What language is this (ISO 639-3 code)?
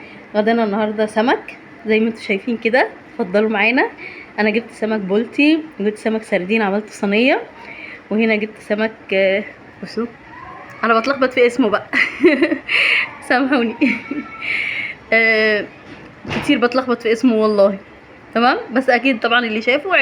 arz